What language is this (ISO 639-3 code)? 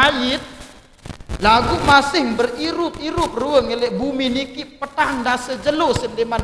sas